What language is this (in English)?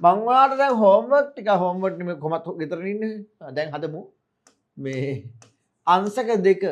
Sinhala